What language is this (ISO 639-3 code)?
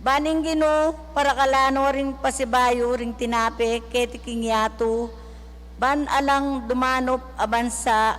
pam